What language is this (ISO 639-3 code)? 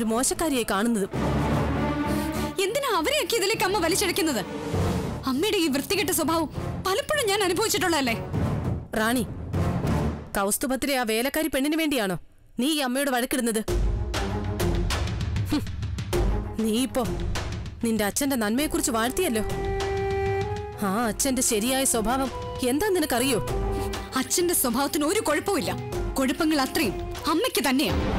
mal